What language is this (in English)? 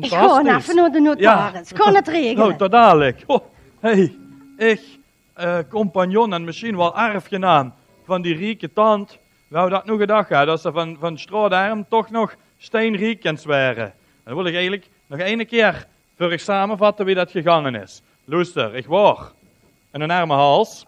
Limburgish